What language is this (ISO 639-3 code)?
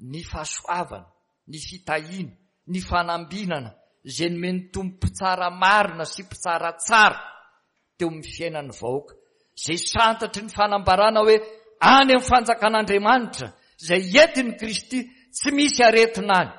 mlg